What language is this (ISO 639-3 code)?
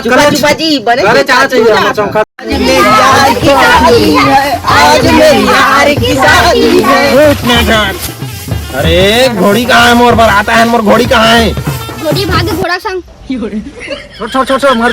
hne